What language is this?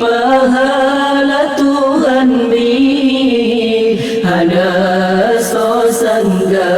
Achinese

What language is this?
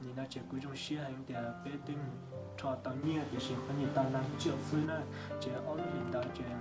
Hmong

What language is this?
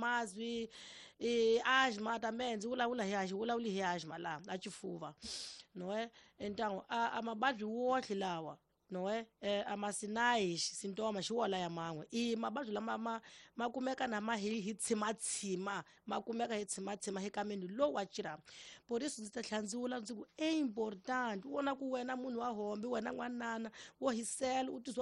Tsonga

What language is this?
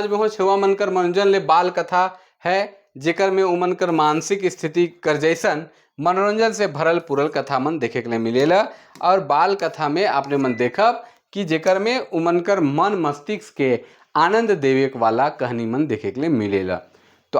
Sadri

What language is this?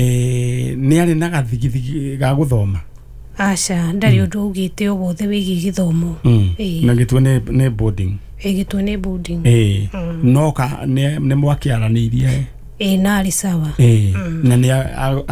Kikuyu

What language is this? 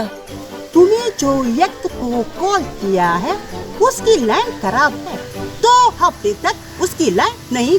Konkani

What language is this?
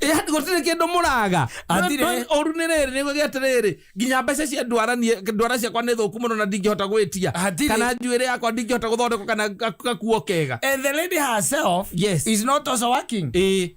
Kikuyu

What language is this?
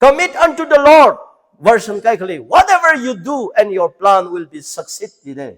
Tangkhul Naga (India)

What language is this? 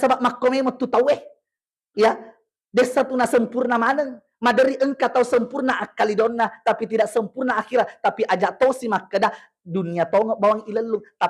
Buginese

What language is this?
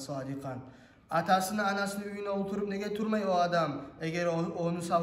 Kumyk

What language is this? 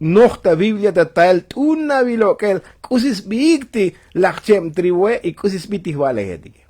Tzotzil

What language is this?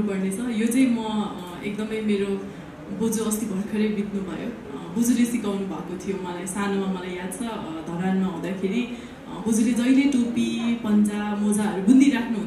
Nepali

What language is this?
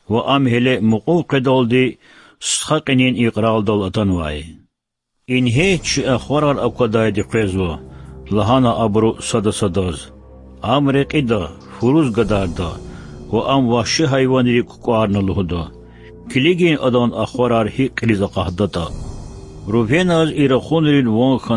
Lezghian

